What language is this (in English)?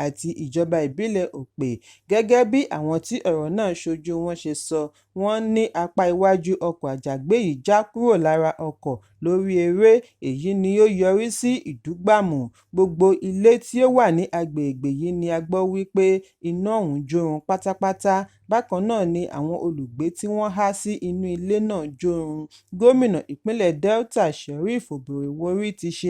Yoruba